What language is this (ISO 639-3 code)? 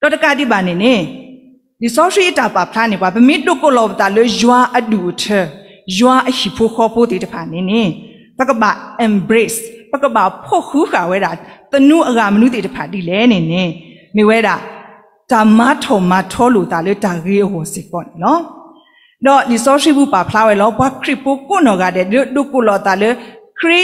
ksw